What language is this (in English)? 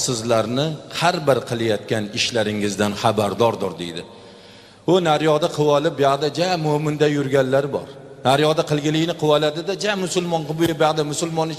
Uzbek